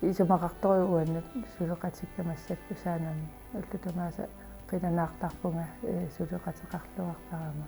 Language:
Kalaallisut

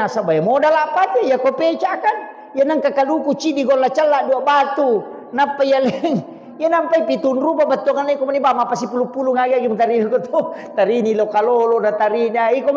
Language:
Buginese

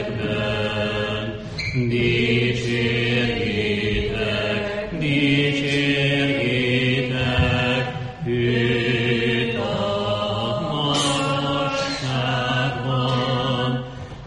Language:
Hungarian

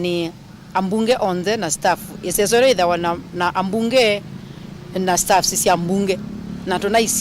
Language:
Kamba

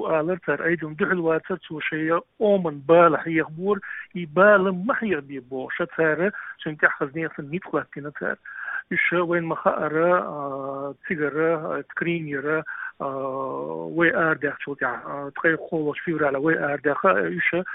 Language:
Chechen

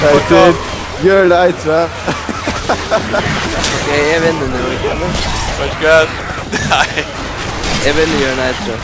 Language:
Faroese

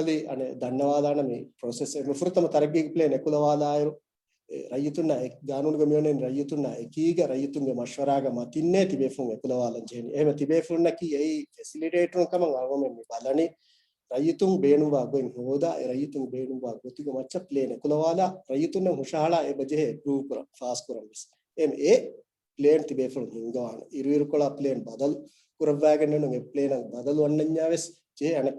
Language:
Divehi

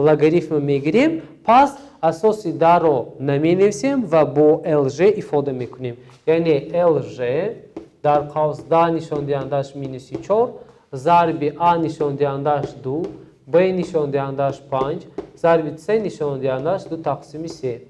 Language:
Tajik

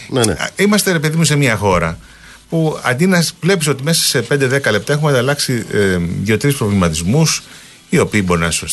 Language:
Greek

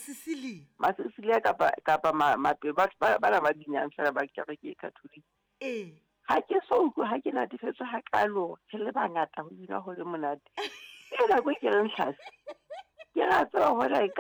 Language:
Southern Sotho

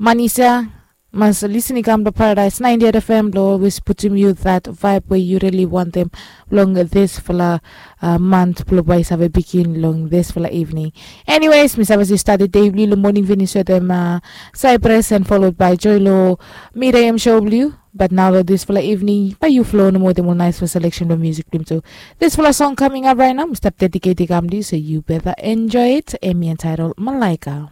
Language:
Bislama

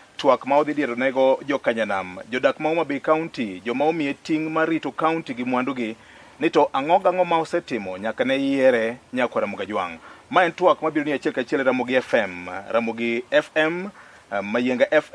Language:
Luo (Kenya and Tanzania)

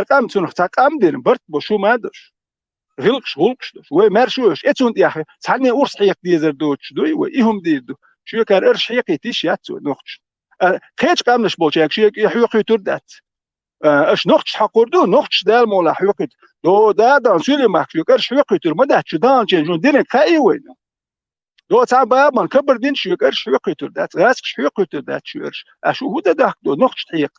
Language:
Chechen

